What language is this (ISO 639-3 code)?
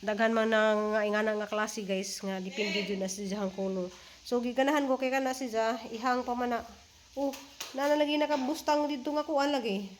ceb